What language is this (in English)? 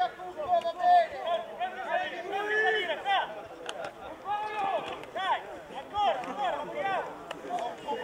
Italian